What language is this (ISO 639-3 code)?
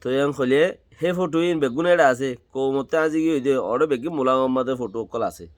rhg